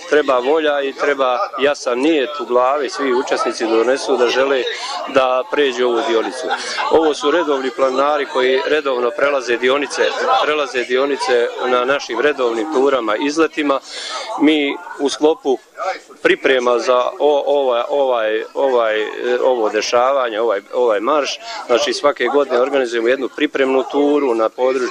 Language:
Bosnian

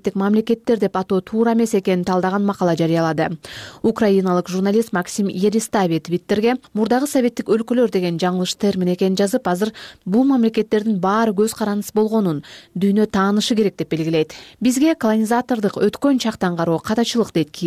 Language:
Kyrgyz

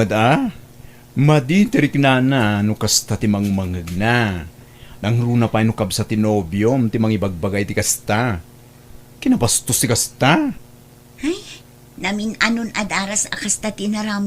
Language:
Iloko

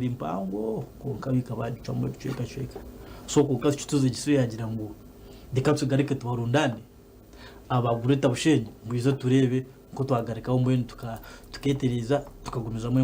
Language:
Nyankole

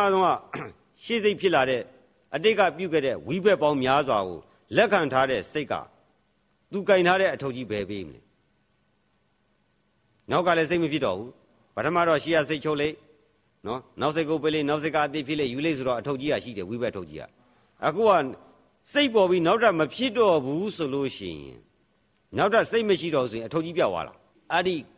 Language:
Burmese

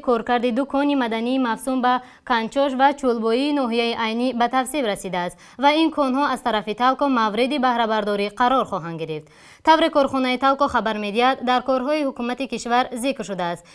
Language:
Tajik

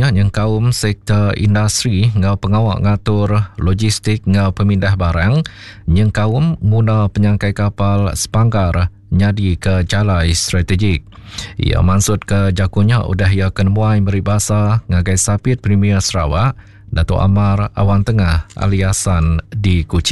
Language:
Iban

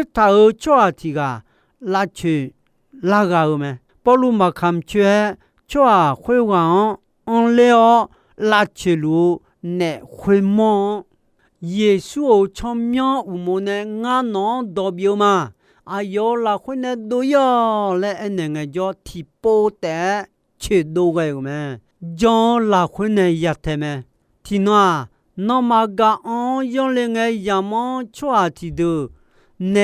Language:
Akha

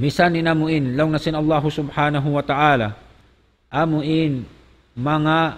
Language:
Tausug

